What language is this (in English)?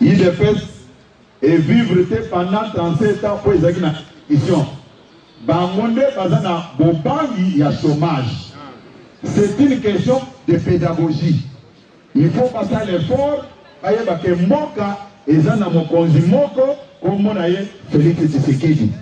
Lingala